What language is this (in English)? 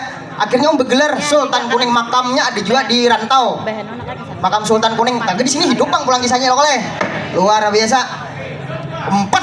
Banjar